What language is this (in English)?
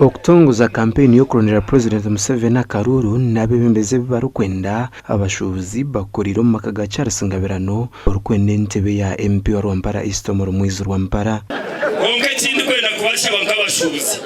Nyankole